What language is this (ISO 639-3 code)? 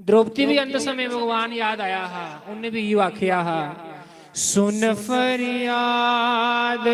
doi